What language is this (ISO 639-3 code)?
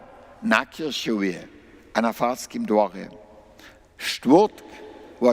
hsb